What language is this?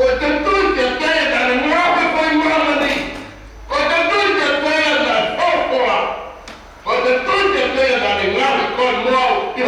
Tongan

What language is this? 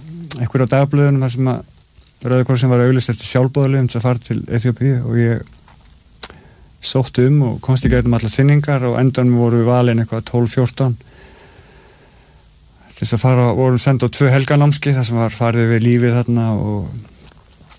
Icelandic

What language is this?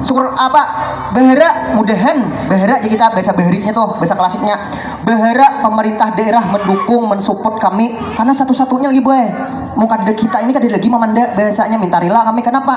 Banjar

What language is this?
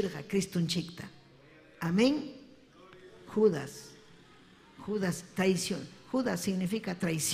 Ayacucho Quechua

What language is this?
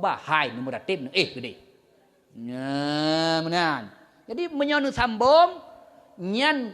Achinese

